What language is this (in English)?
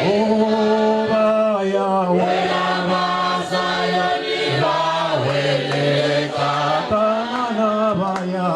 Venda